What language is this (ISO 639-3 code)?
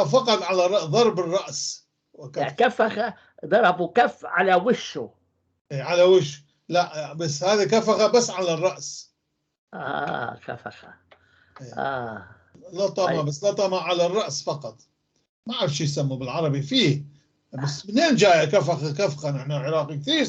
apc